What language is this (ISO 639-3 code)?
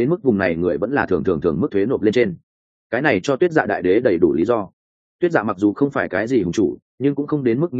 vie